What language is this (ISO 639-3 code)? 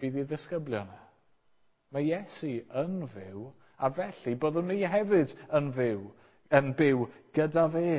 cym